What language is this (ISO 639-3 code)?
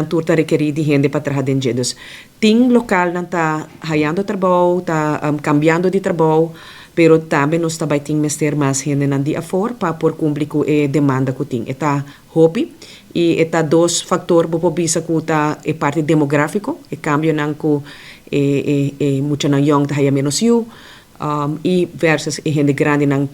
pap